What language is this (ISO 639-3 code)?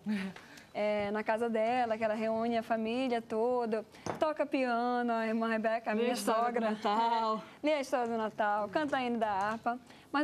por